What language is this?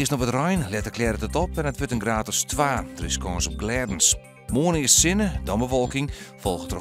Western Frisian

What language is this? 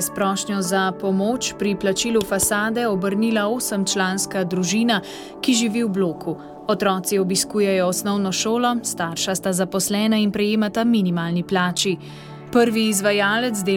Slovenian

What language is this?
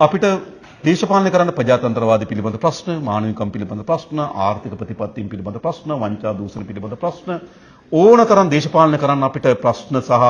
Sinhala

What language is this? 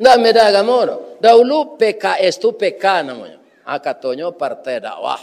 Minangkabau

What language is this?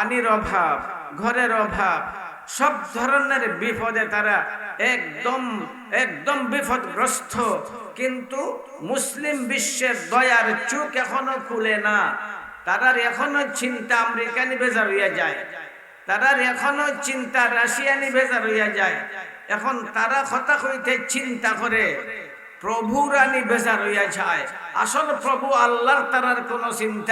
Sylheti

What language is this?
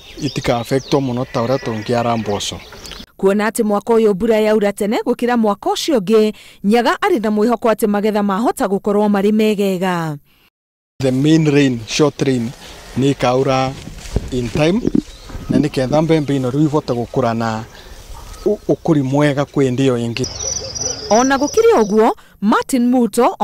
Kikuyu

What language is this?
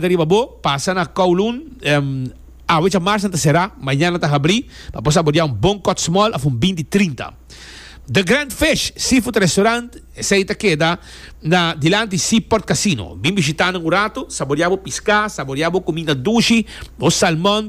Papiamento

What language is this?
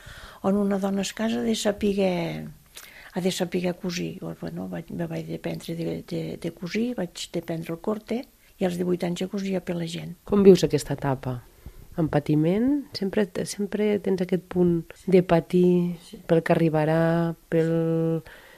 Catalan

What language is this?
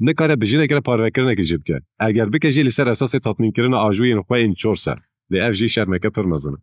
Kurdish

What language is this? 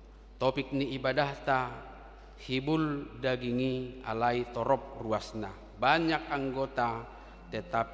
Batak Toba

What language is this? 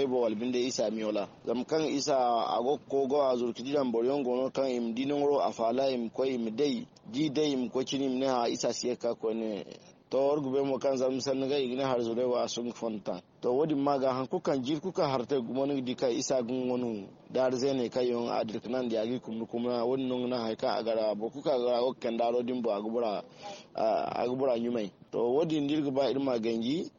Zarma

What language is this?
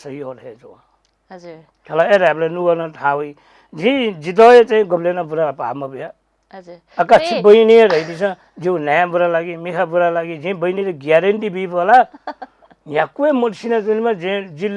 Newari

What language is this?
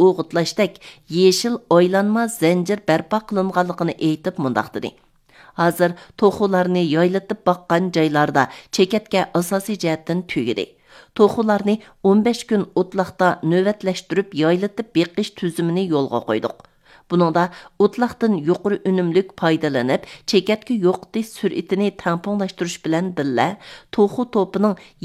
Uyghur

